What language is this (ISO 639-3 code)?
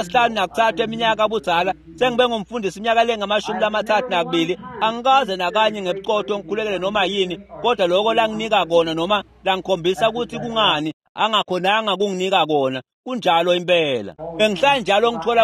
ssw